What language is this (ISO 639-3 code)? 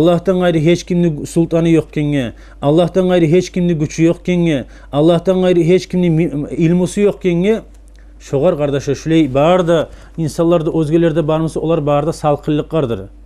kum